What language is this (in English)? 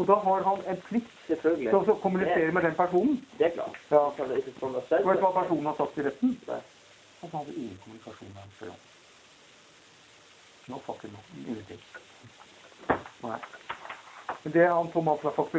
Norwegian